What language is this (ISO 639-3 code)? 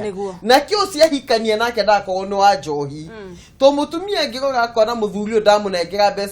kik